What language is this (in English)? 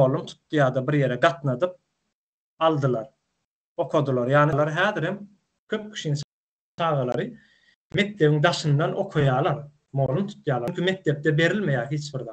Turkmen